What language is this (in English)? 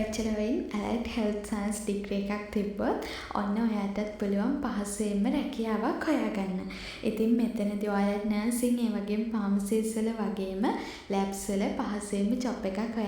Sinhala